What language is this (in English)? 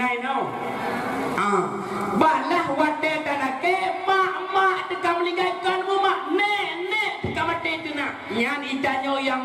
Achinese